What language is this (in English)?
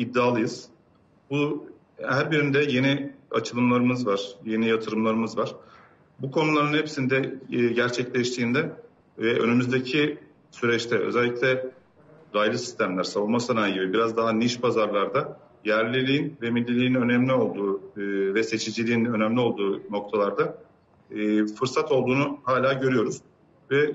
Turkish